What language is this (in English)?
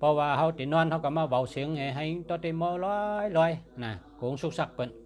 Shan